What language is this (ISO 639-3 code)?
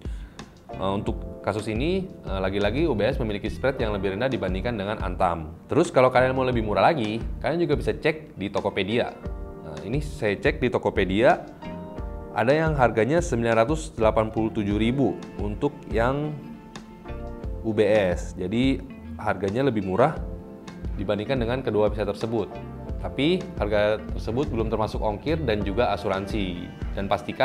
ind